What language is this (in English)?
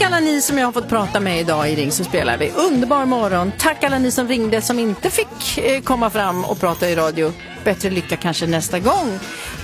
Swedish